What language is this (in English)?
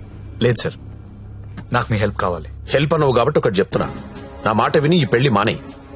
Telugu